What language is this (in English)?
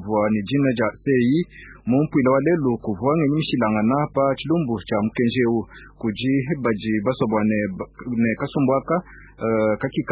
Luba-Lulua